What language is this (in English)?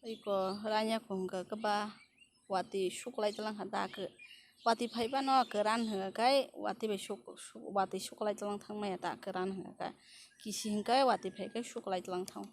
Kok Borok